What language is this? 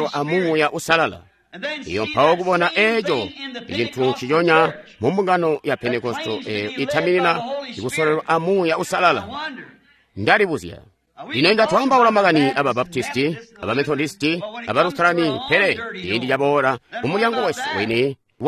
Tonga (Zambia)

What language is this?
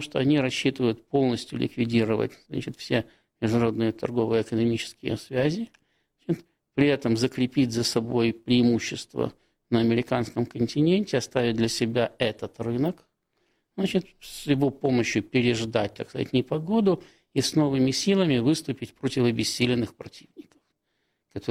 Russian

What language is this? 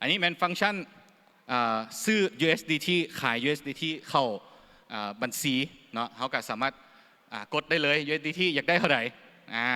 Lao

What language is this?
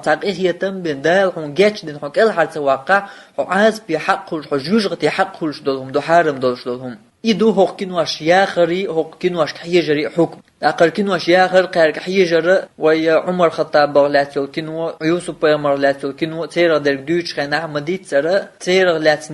Chechen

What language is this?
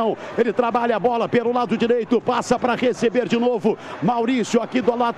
Portuguese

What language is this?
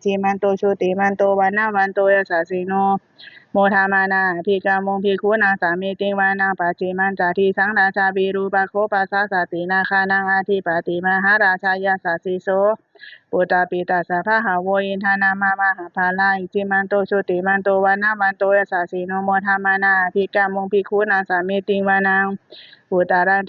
Pali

